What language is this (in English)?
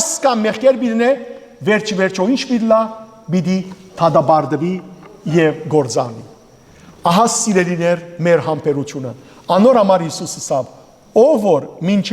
Western Armenian